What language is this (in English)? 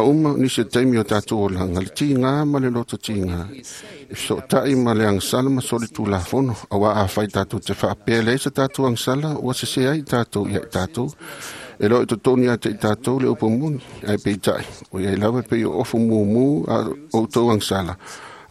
Samoan